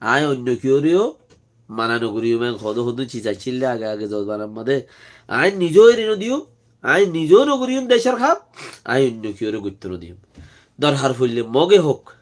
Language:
Rohingya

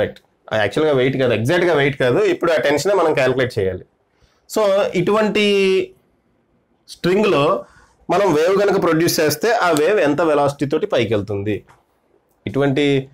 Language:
Telugu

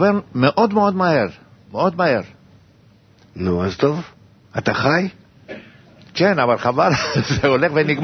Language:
Hebrew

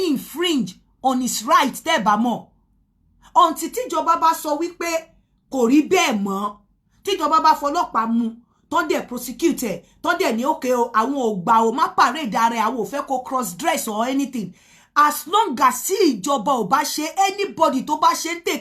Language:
Yoruba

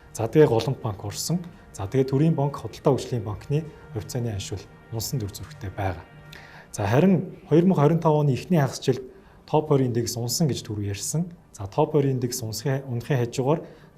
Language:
Mongolian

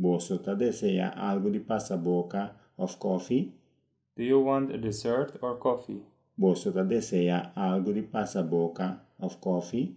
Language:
Papiamento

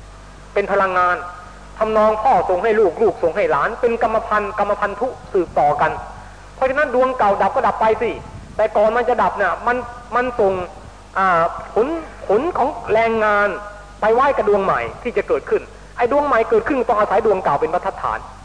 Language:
Thai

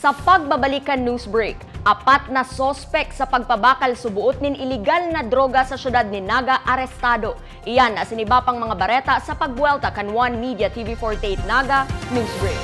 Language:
Bikol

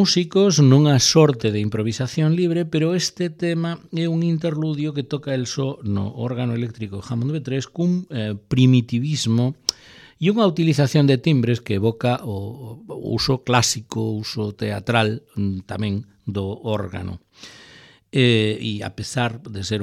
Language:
Galician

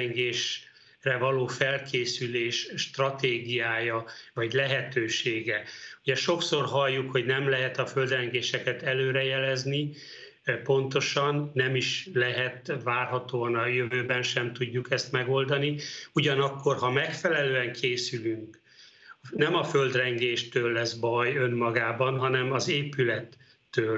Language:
Hungarian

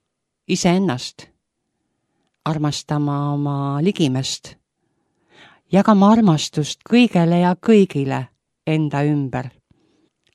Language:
Estonian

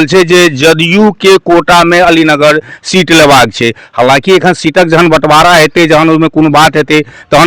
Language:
Maithili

